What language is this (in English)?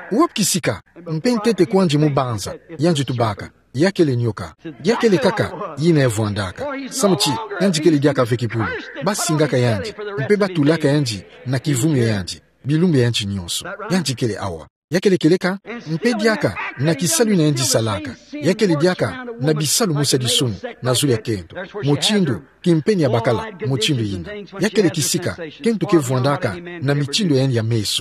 Kituba (Democratic Republic of Congo)